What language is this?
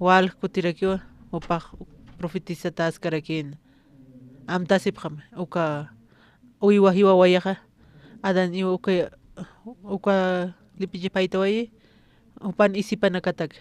Aymara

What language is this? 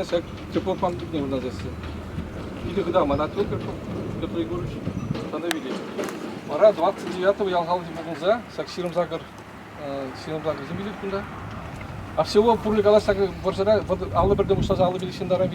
Chuvash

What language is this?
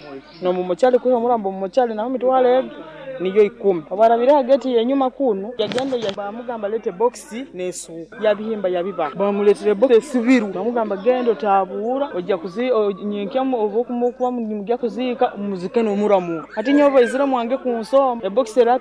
Nyoro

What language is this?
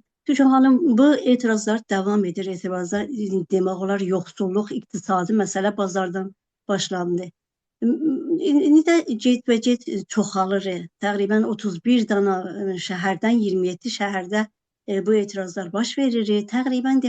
South Azerbaijani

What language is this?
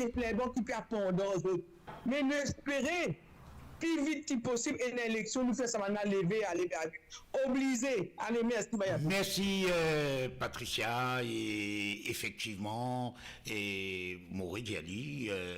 Morisyen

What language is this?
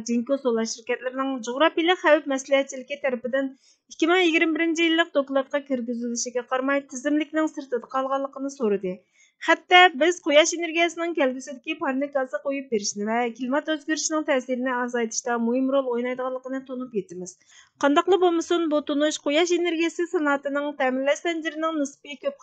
Uyghur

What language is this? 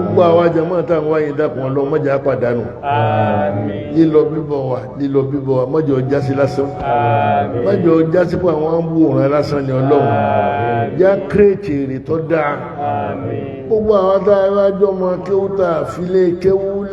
Yoruba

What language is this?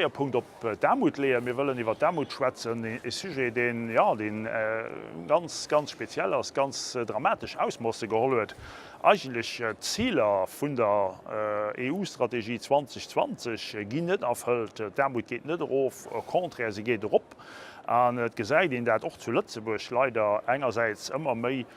Luxembourgish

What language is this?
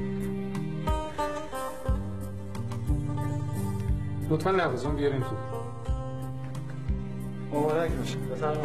Persian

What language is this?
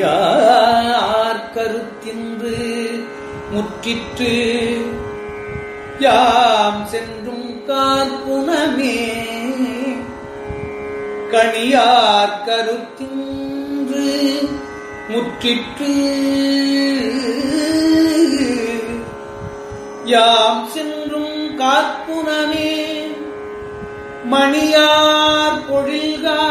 Tamil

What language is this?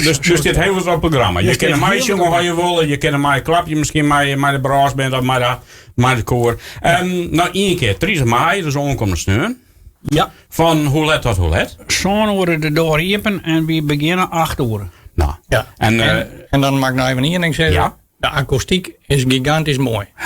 Western Frisian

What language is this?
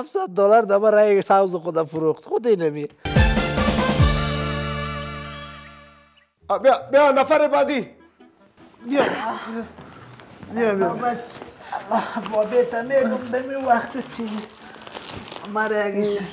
Persian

